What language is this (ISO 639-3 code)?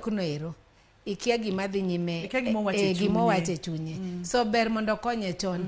luo